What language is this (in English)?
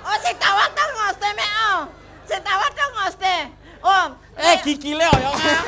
Balinese